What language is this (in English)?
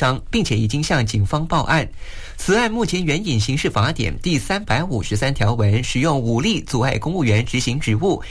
Chinese